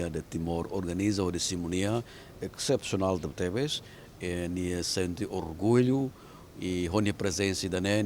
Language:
Tetum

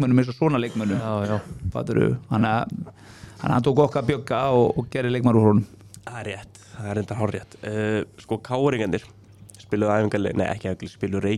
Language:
Icelandic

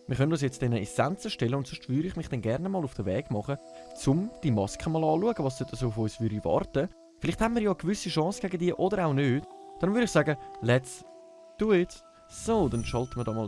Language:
Swiss German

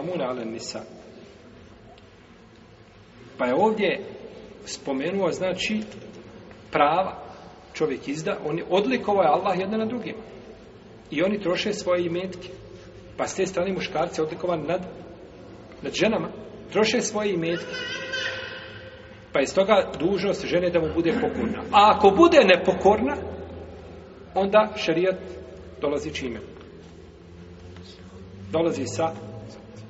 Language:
Bosnian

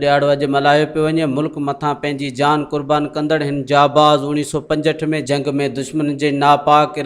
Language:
Sindhi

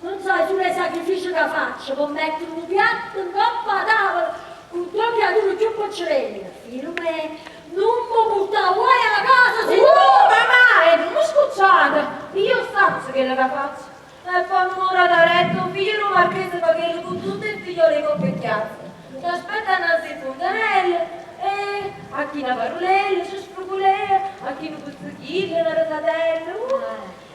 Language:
Neapolitan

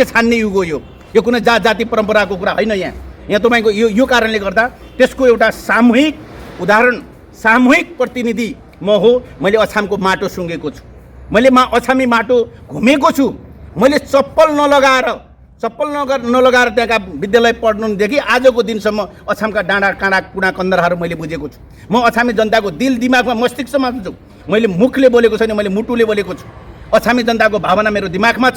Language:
Nepali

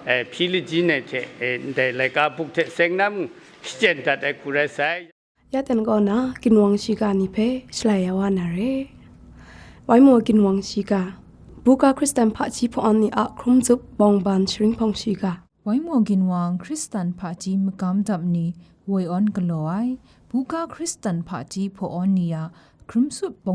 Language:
Kachin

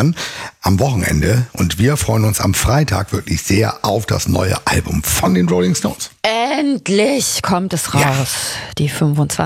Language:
German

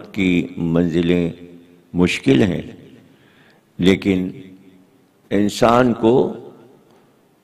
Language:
Urdu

